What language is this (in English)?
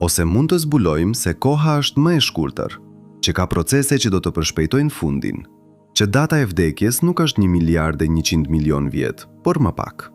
Albanian